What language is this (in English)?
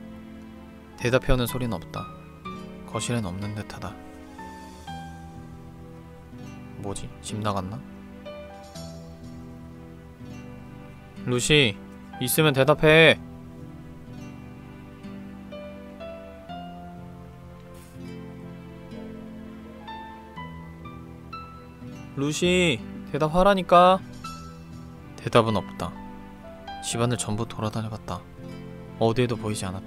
Korean